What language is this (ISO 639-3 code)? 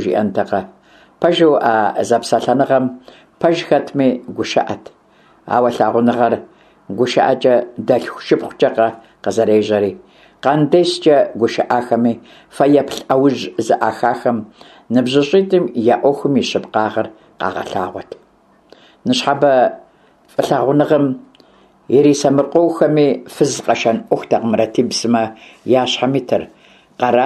kbd